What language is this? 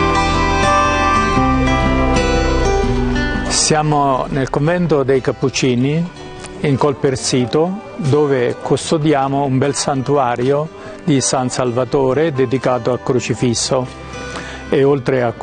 Italian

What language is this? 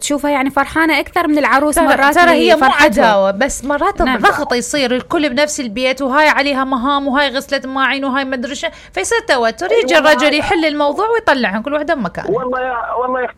Mesopotamian Arabic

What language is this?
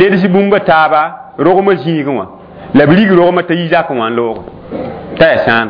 Mossi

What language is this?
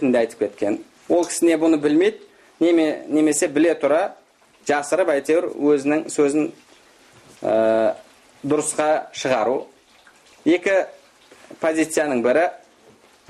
Kazakh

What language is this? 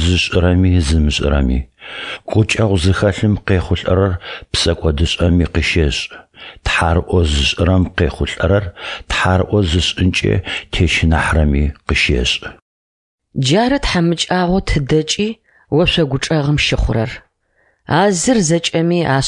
Adyghe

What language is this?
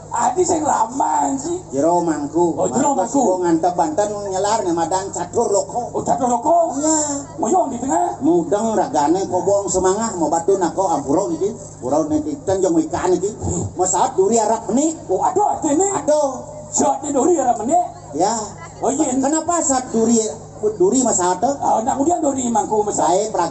Balinese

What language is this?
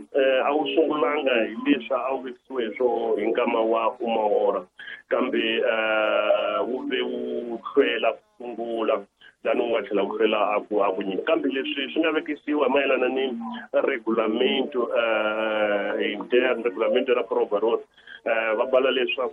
Tsonga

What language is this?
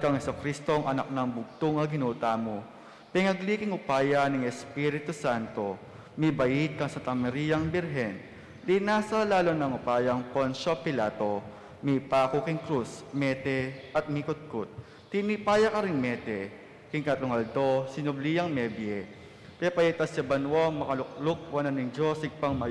Pampanga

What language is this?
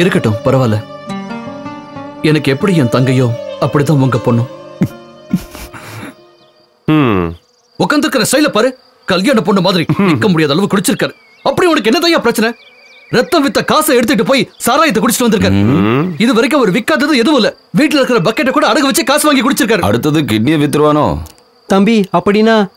Tamil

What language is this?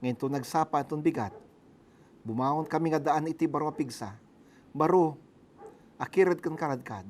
Iloko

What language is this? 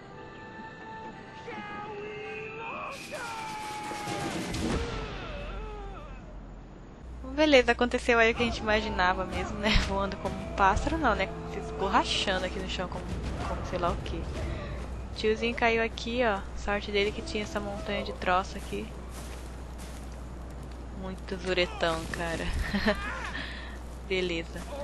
Portuguese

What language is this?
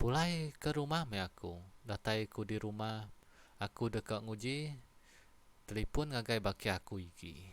Iban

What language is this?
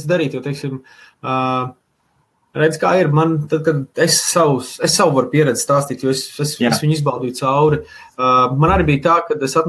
Latvian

